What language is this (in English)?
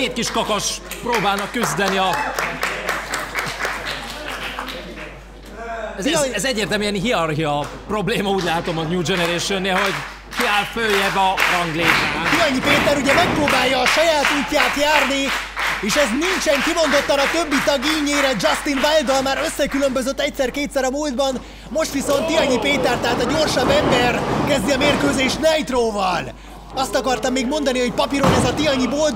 Hungarian